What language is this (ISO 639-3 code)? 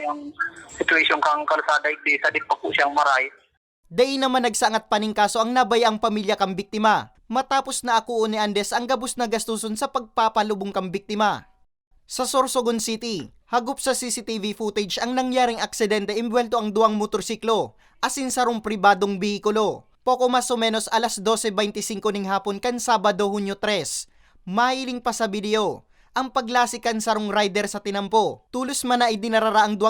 bik